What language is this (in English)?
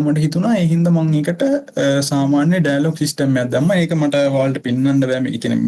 Sinhala